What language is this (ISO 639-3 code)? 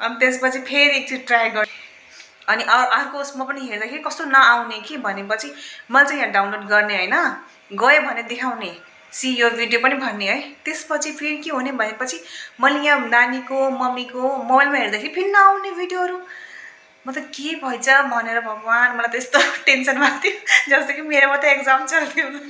nep